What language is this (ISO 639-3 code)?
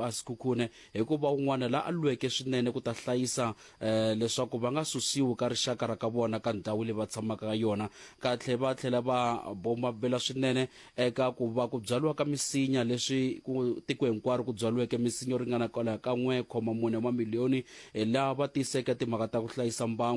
tso